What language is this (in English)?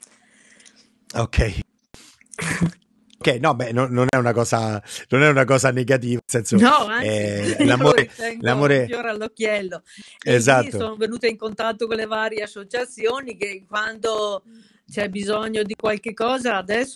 Italian